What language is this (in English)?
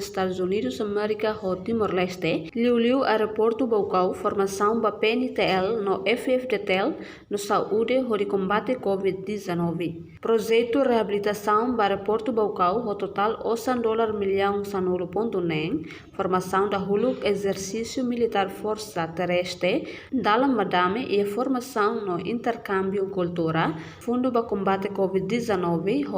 Tetum